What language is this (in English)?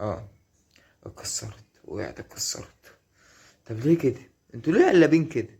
Egyptian Arabic